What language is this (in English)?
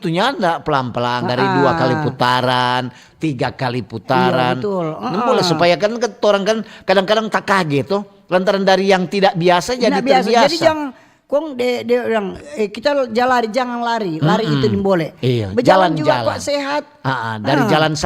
Manado Malay